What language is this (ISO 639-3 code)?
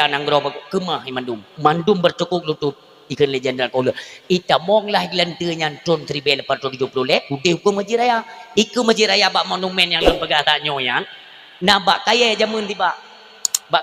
ace